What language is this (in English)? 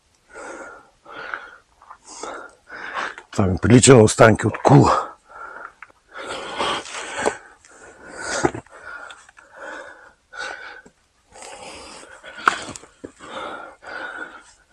Bulgarian